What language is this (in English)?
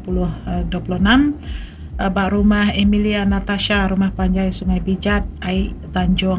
Iban